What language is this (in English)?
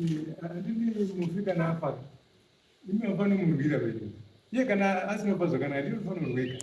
Shona